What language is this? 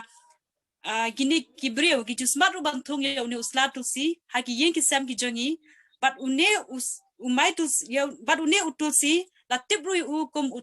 Khasi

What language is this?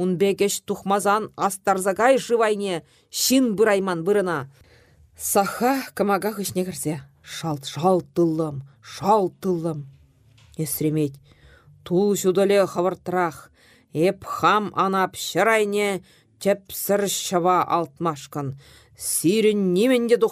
Chuvash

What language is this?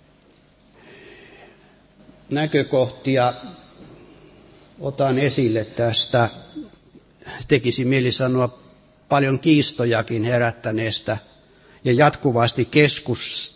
Finnish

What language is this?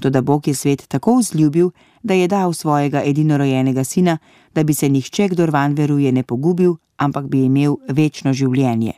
Slovenian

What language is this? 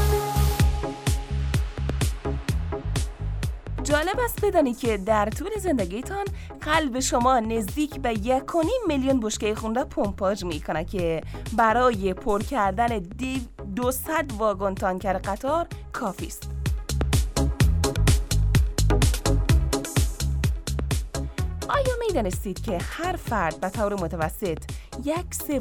Persian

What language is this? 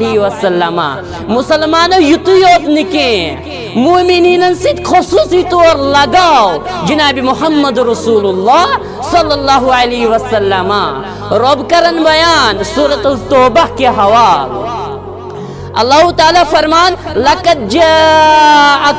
Kashmiri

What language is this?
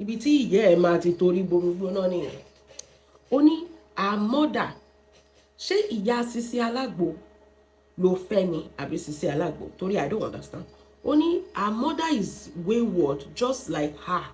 Yoruba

